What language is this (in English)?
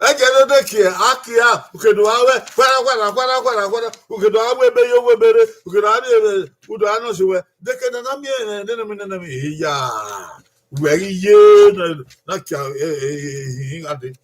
Bini